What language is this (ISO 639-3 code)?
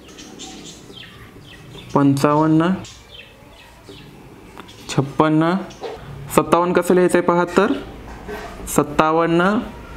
mar